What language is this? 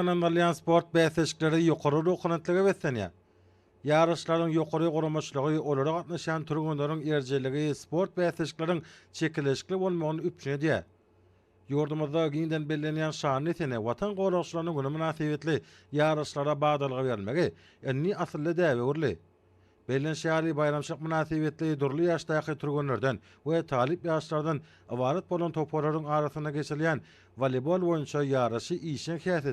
Turkmen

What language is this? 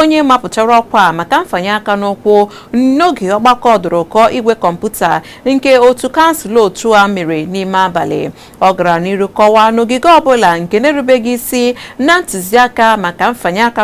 Igbo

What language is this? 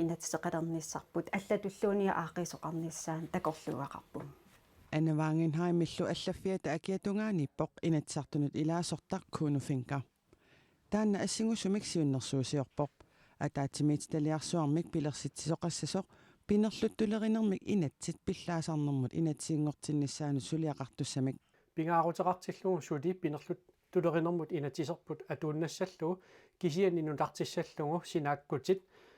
Kalaallisut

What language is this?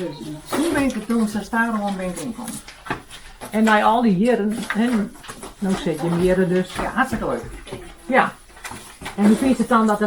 Western Frisian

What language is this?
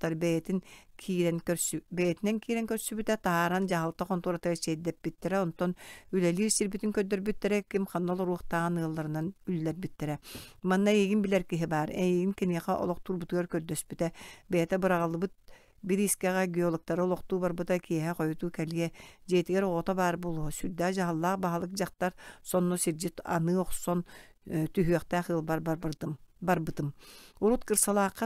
Yakut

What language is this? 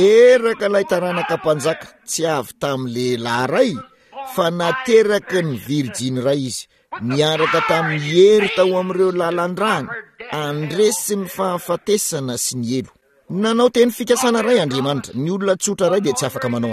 Malagasy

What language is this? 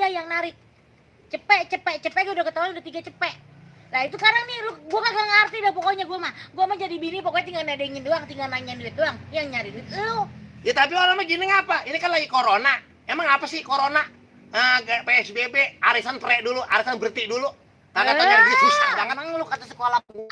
Betawi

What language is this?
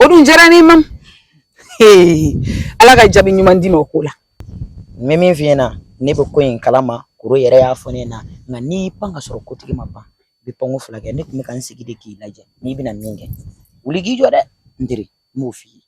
Bambara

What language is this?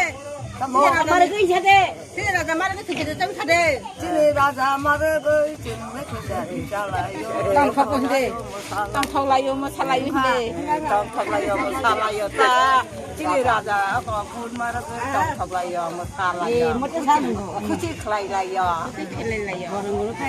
Kok Borok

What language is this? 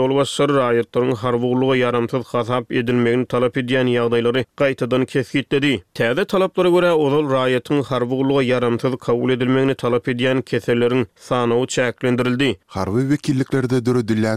Turkmen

